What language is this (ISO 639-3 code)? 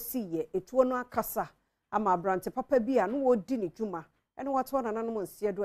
aka